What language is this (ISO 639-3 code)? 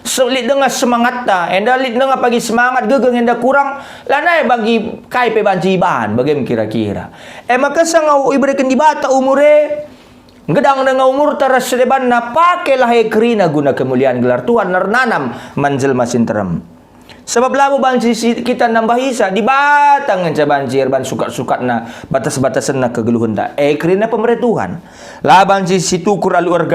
btx